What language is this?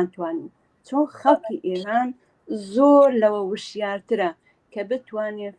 Central Kurdish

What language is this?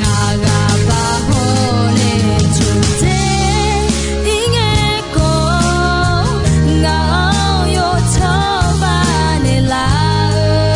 Akha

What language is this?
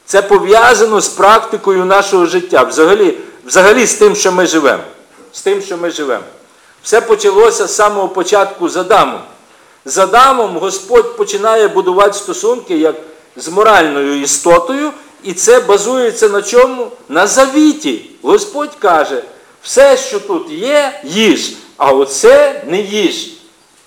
Ukrainian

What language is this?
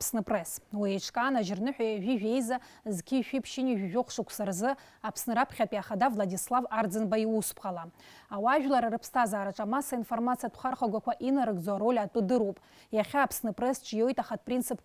Abkhazian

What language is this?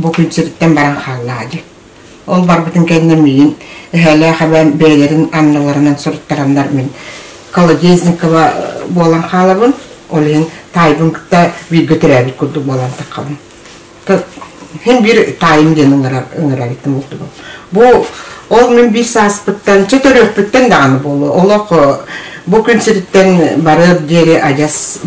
Yakut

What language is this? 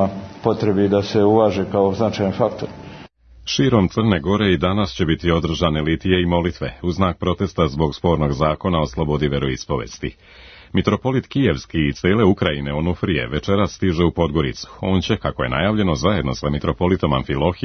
Serbian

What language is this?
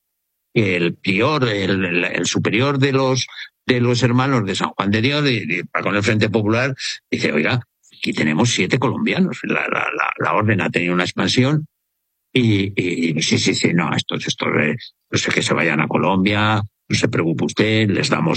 Spanish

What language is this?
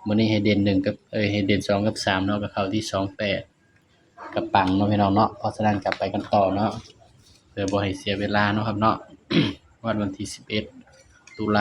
Northeastern Thai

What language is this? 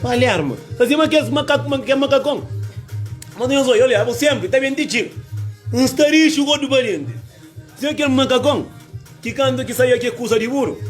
Kabuverdianu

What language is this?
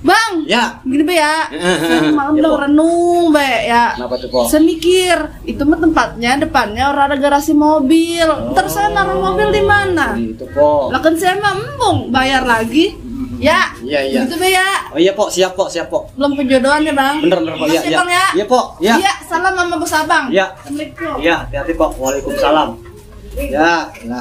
Betawi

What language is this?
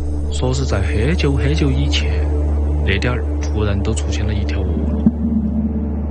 Chinese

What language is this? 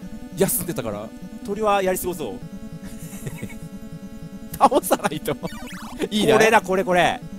Japanese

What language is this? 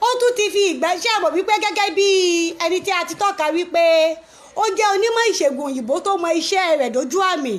Yoruba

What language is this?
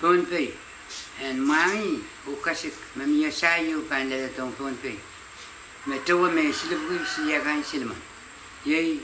Pohnpeian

